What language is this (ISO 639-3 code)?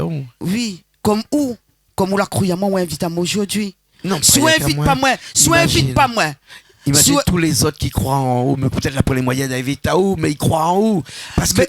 rcf